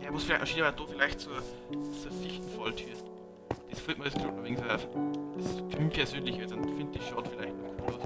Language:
Bavarian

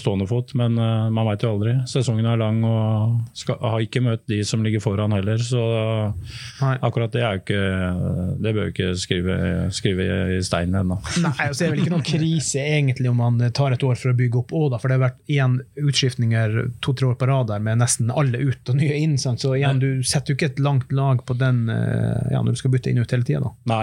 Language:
Norwegian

